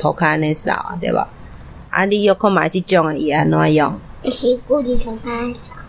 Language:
Min Nan Chinese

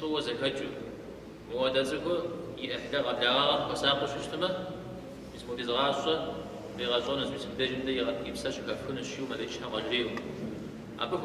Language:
Kabardian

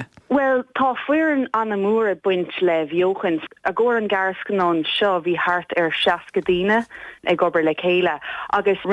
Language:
Irish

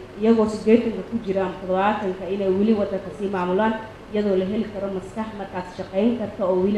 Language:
Somali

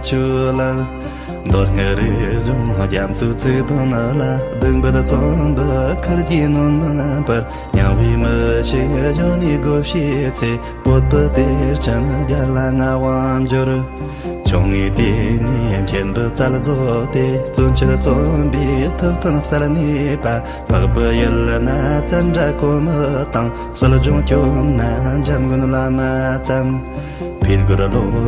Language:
Tibetan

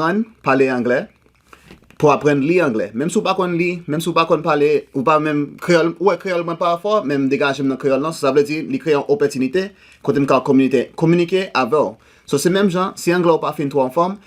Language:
Haitian Creole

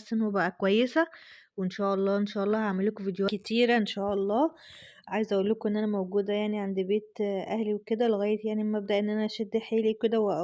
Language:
Egyptian Arabic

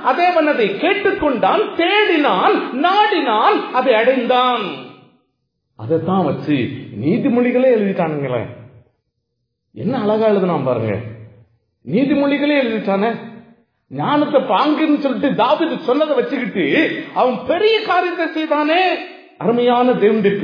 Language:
Tamil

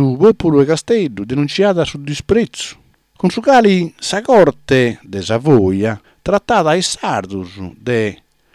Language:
Sardinian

